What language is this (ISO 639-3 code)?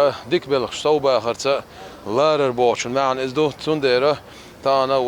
che